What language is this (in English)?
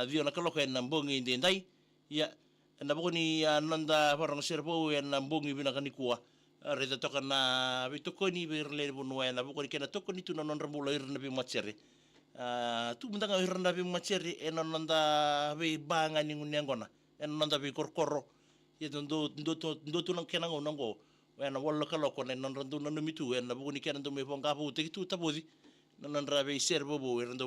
Fijian